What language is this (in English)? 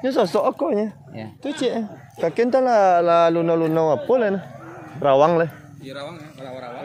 Minangkabau